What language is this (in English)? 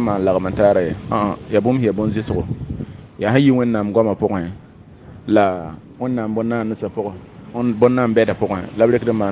Mossi